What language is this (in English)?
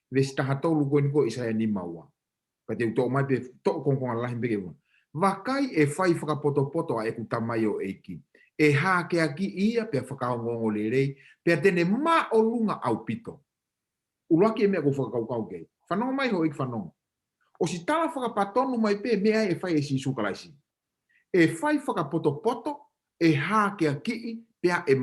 Tongan